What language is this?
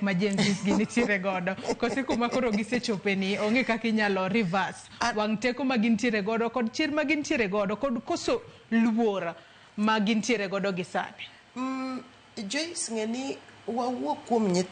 Luo (Kenya and Tanzania)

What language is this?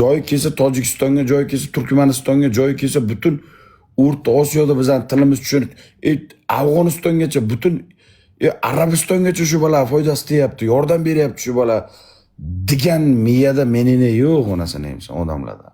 Uzbek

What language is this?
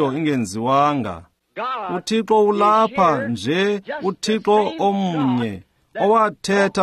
Xhosa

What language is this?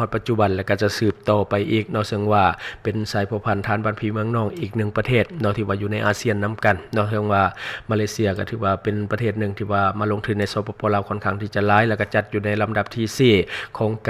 Lao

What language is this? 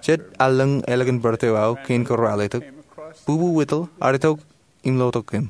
Marshallese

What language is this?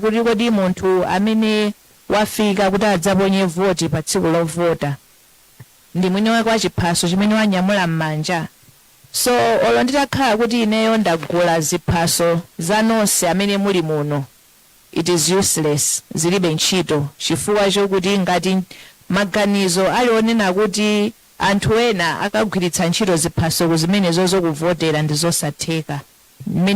Nyanja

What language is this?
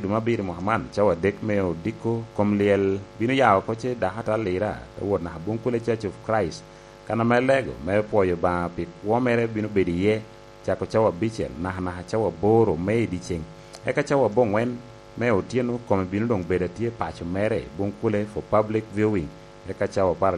Lango (Uganda)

